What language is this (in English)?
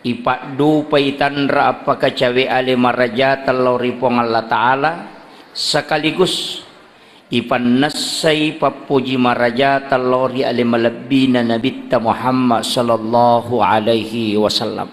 Buginese